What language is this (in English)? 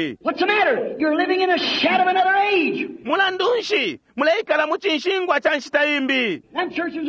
Bemba